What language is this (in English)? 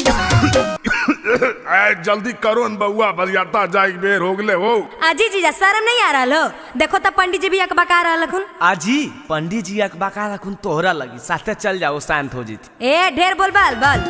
Magahi